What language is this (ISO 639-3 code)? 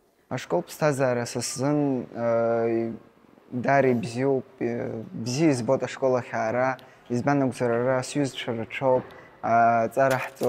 abk